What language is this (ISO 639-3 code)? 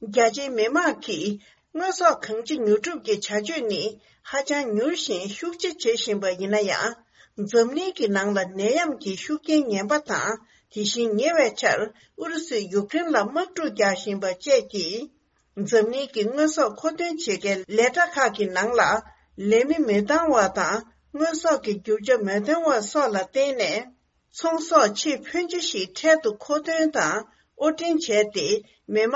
bod